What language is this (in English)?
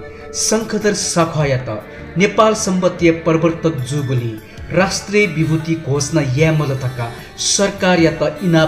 Newari